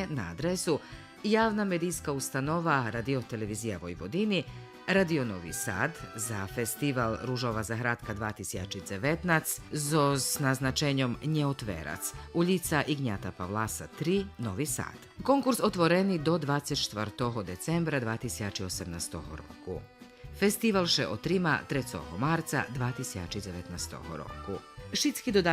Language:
Rusyn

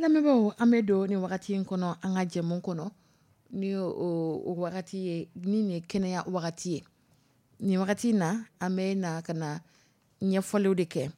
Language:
Dyula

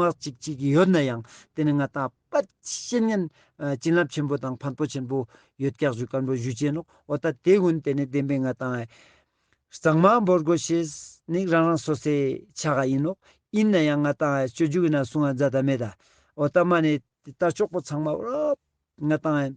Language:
Ladakhi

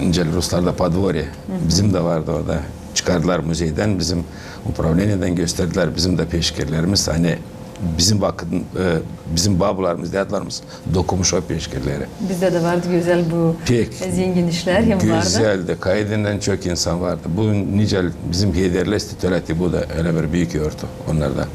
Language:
Gagauz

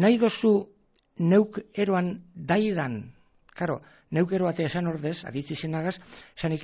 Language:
Basque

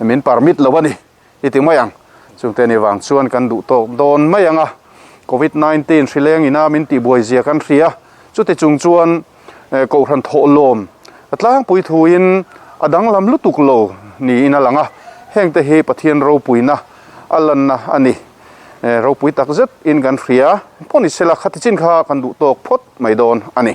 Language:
Mizo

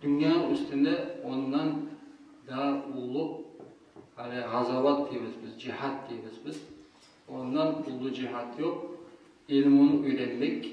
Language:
Kumyk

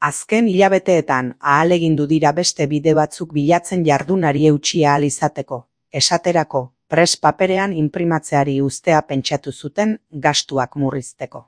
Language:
Basque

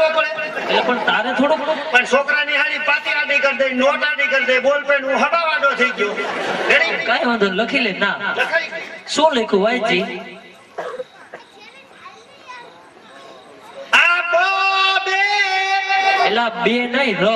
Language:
Gujarati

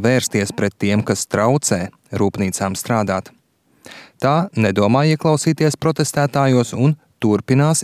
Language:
Latvian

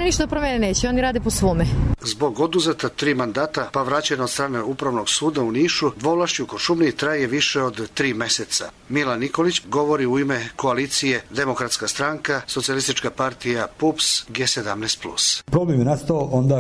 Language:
Serbian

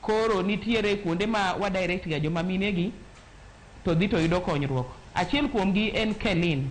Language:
Luo (Kenya and Tanzania)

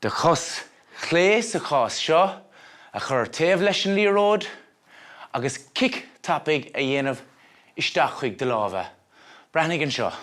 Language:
Irish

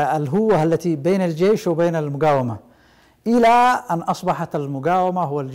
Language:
Arabic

